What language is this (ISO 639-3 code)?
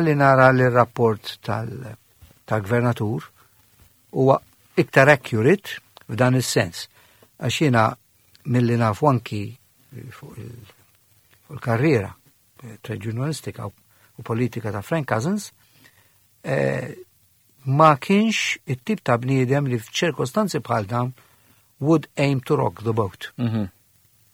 mlt